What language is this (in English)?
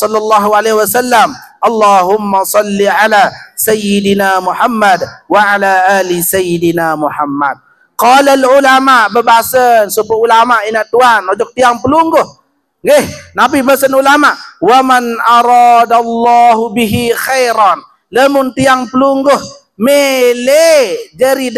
Sasak